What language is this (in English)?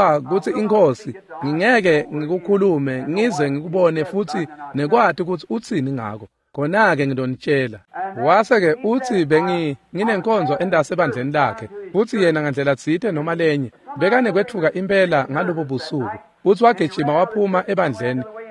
Swati